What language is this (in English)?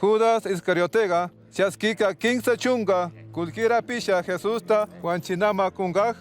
Chimborazo Highland Quichua